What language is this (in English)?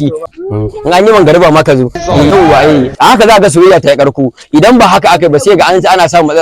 Hausa